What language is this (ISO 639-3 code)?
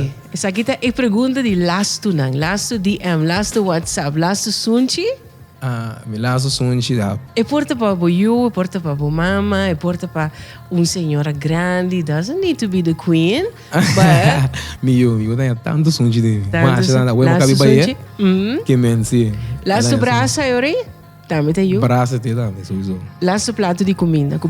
pap